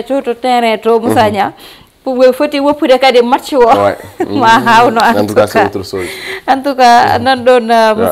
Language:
Fula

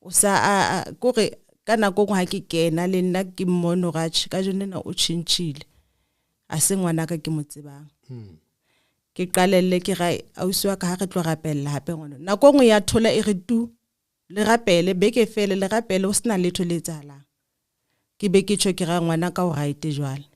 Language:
Southern Sotho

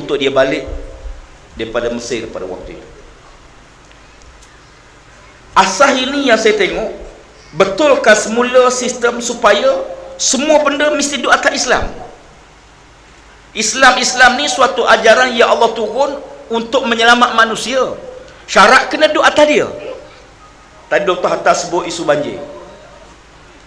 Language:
Malay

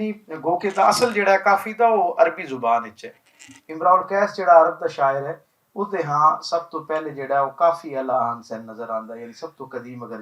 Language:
Western Panjabi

